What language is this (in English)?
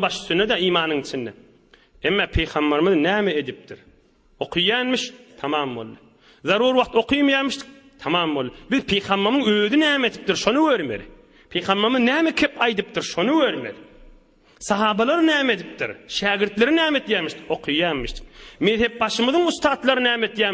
Turkmen